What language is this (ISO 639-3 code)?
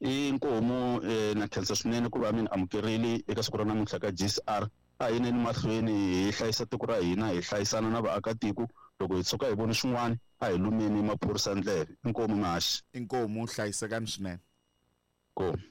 tso